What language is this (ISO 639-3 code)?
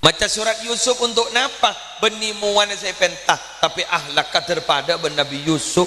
mad